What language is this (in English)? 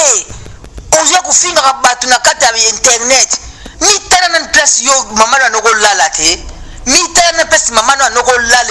Lingala